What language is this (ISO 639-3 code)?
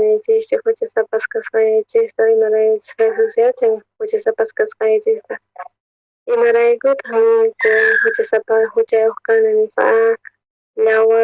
quh